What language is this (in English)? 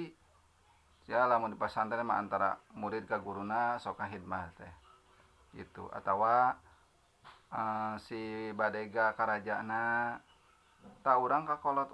Sundanese